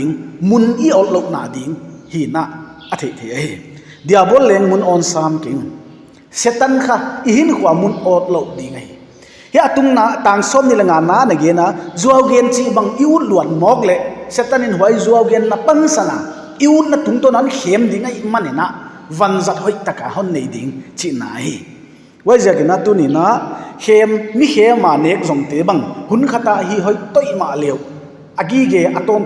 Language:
Paite Chin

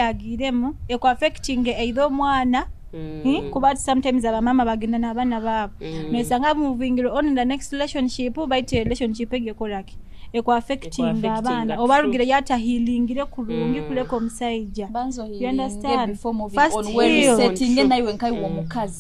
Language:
Nyoro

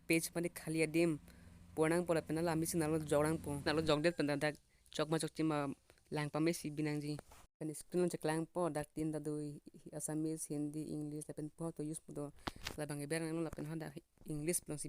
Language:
Karbi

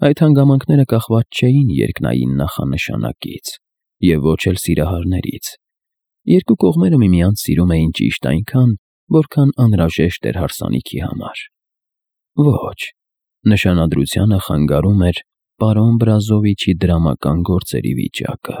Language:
Armenian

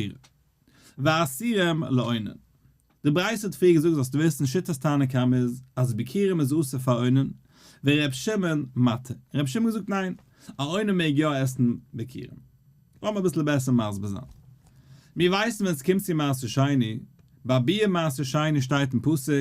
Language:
Yiddish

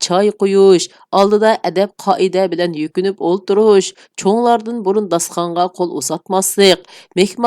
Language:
Uyghur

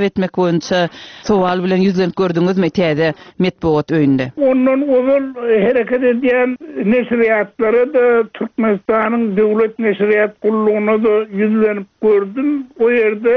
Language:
Turkmen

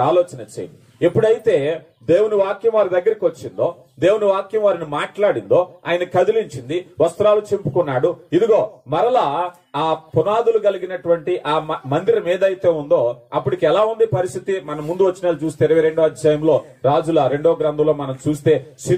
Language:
Telugu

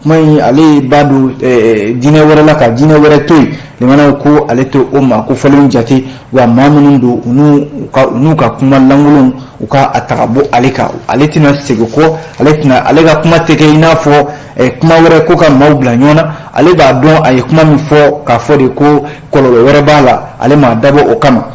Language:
Bambara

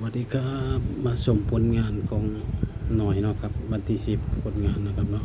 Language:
Northeastern Thai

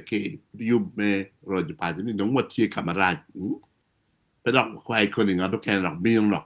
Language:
Acoli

